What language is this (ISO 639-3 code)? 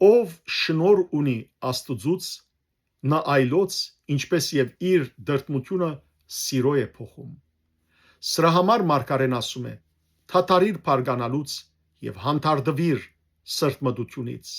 hyw